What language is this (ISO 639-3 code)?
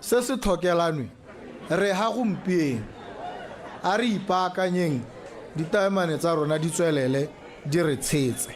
tsn